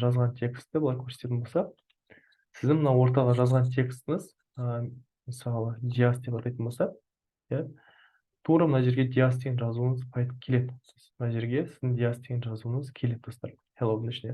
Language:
Kazakh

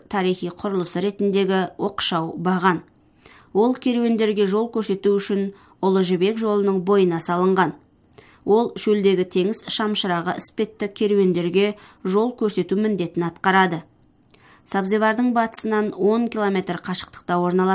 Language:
Kazakh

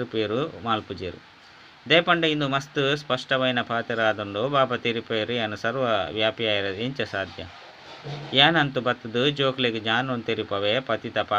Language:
Tulu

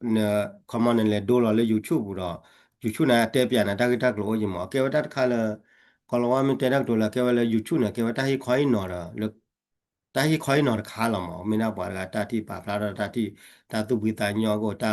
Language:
S'gaw Karen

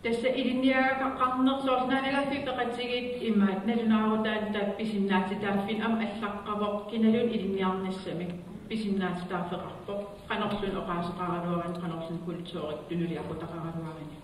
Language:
Kalaallisut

